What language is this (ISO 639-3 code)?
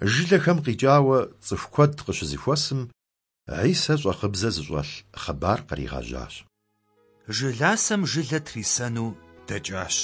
kbd